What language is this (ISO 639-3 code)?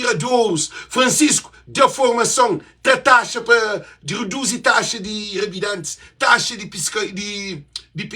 kea